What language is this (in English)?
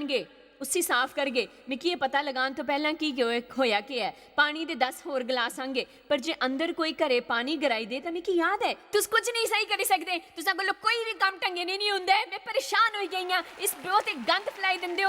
Dogri